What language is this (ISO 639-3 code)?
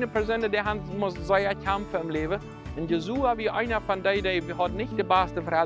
pdt